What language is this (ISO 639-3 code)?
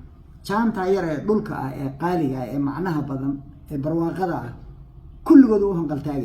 som